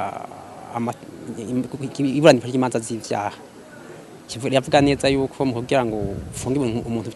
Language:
Rundi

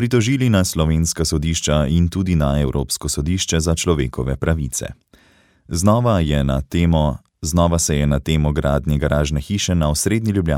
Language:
Slovenian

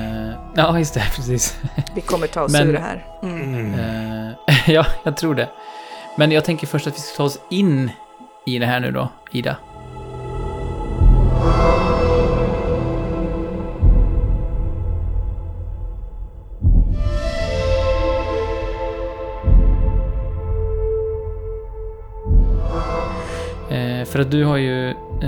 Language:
Swedish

